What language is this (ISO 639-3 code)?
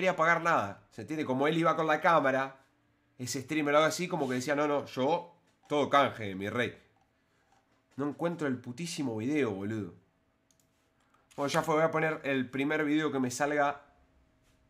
spa